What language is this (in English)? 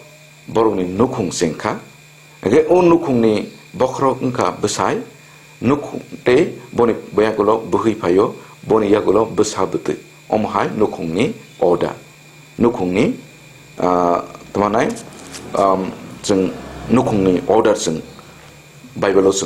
Kok Borok